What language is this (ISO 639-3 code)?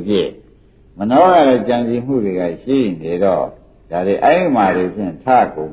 mya